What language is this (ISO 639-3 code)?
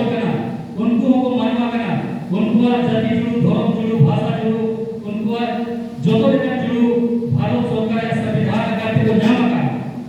sat